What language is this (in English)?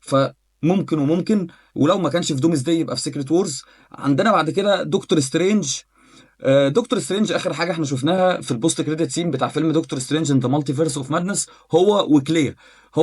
Egyptian Arabic